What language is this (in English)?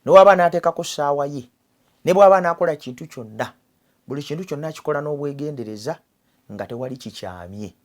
Ganda